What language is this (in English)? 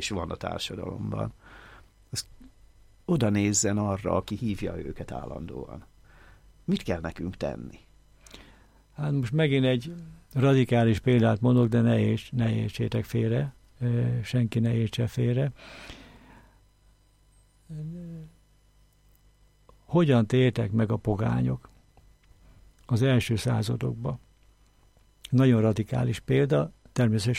Hungarian